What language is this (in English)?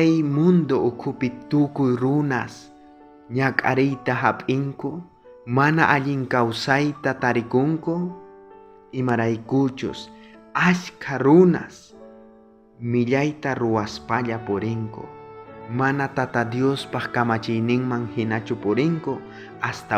South Bolivian Quechua